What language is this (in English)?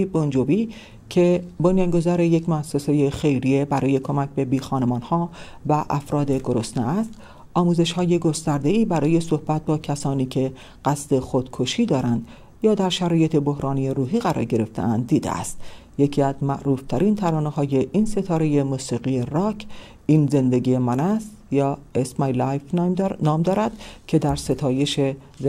Persian